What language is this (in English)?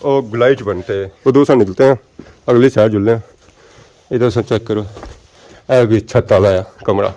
Pahari-Potwari